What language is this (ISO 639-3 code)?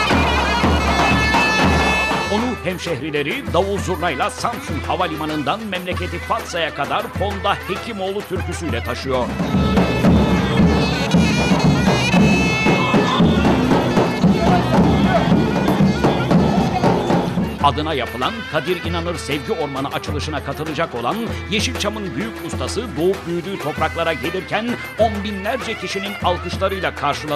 tur